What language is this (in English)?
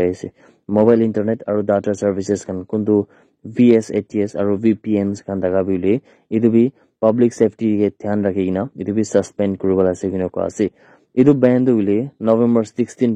Naga Pidgin